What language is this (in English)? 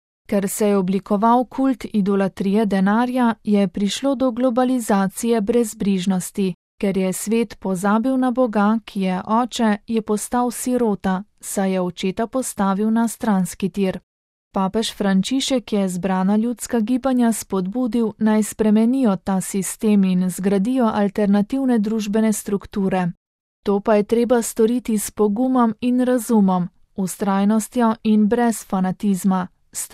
Slovenian